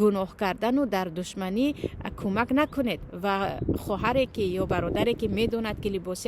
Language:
Tajik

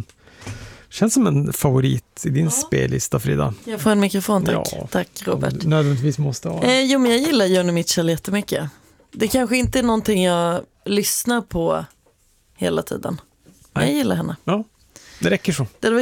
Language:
Swedish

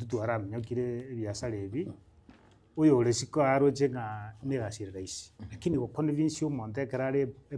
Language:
Gusii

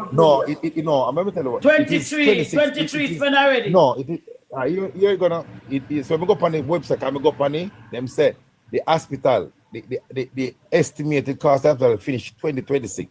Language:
Jamaican Creole English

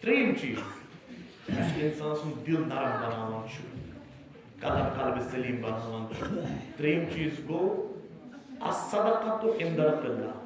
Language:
Kashmiri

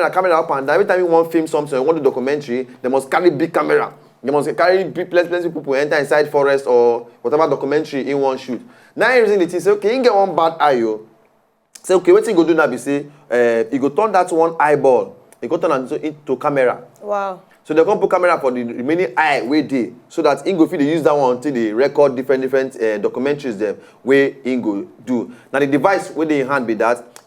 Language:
Nigerian Pidgin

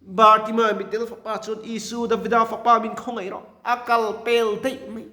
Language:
Mizo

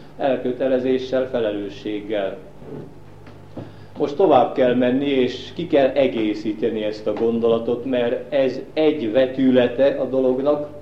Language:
Hungarian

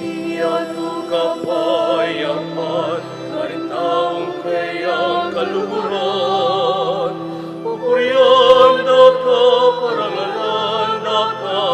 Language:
Pampanga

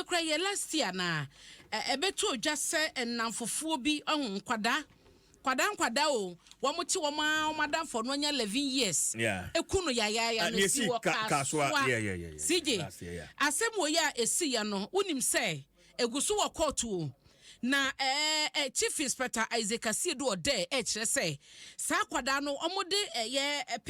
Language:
Akan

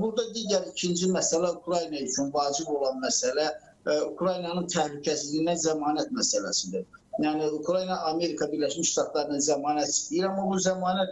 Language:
Azerbaijani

